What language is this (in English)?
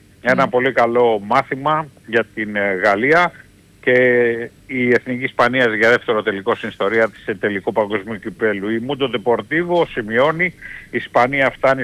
Greek